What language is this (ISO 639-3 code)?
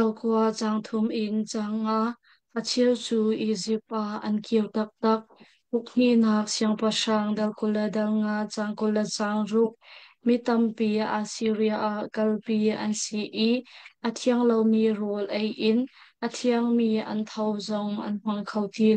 cnh